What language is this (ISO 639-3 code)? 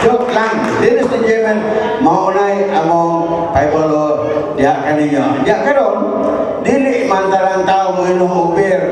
ceb